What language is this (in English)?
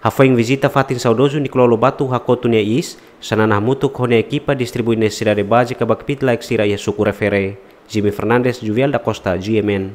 Tetum